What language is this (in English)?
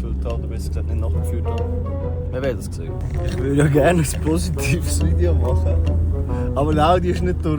Swiss German